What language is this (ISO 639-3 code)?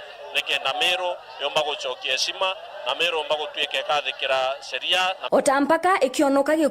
mer